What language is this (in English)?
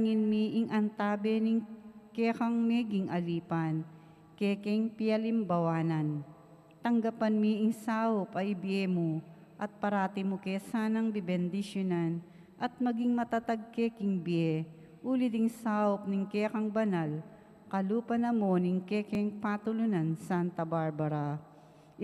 Pampanga